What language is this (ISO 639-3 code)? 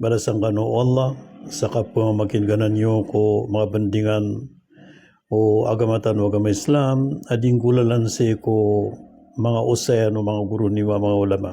mrw